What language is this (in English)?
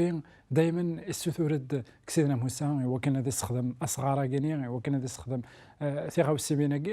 Kabyle